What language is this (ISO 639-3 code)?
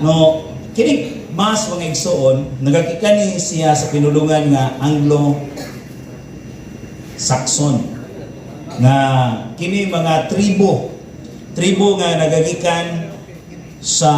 ceb